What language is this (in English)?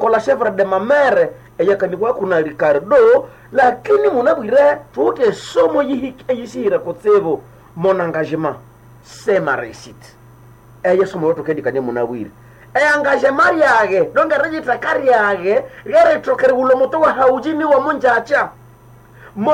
Nande